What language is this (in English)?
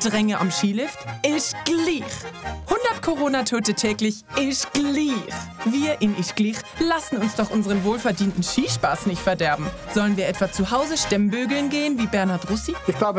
Swiss German